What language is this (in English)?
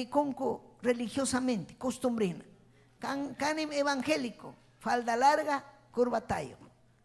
Ayacucho Quechua